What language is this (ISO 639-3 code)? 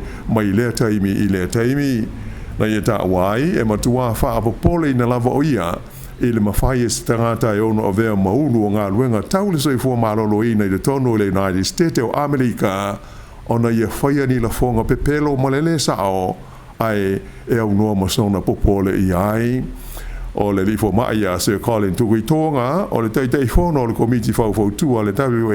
smo